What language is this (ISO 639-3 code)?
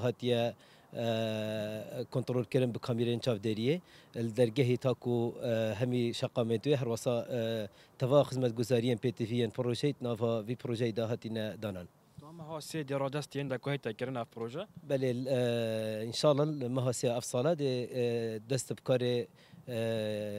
kur